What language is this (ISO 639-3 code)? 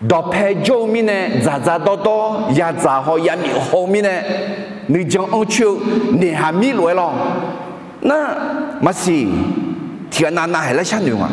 ahk